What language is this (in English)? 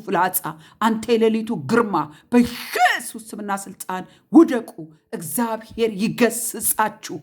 Amharic